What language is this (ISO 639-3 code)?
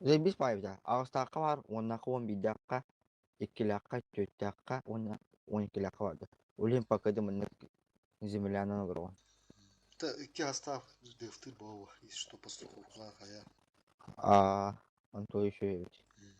sah